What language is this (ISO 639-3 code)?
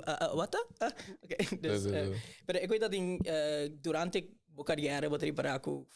pap